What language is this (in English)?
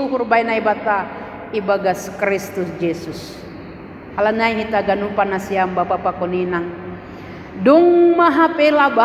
Batak Simalungun